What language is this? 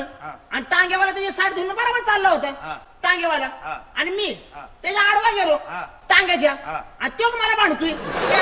Marathi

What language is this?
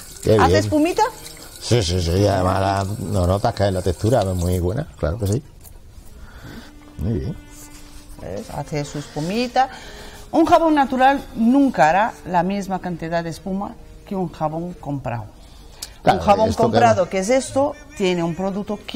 Spanish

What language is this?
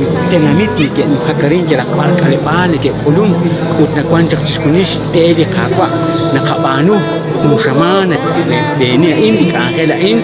Kekchí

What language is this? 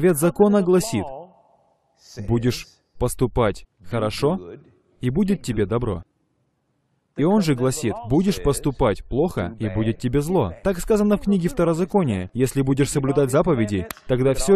Russian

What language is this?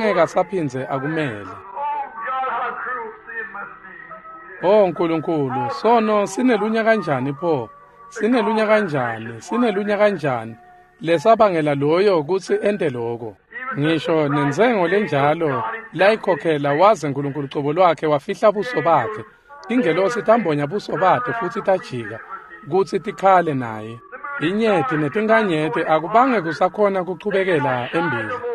Swati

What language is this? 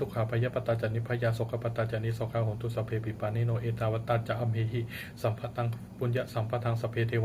Pali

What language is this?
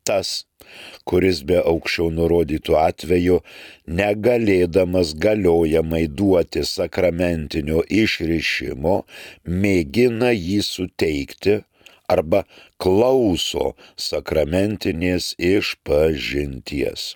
Lithuanian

